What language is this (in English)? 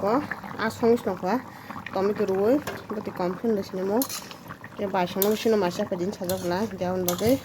Kok Borok